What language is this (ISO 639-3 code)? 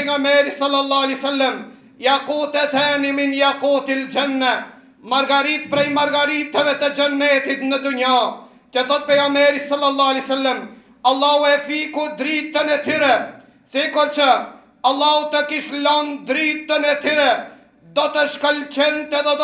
sqi